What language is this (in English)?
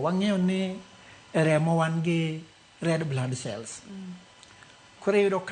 Luo (Kenya and Tanzania)